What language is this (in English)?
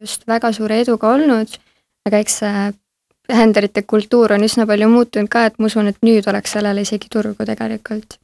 Estonian